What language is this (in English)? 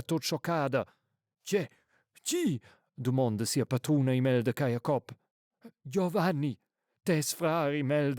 Romansh